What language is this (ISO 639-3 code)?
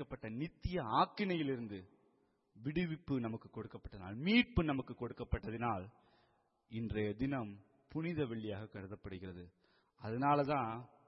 tam